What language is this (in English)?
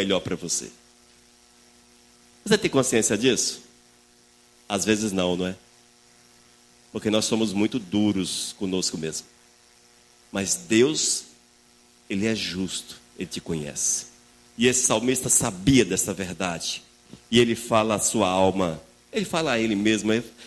Portuguese